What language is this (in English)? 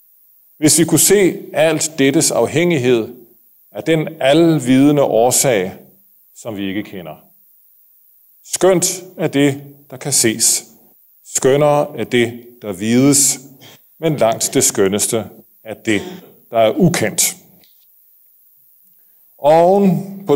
Danish